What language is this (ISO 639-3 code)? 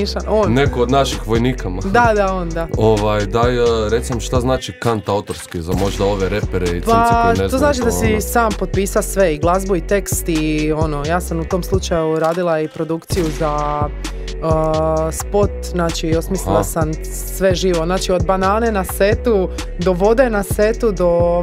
hrv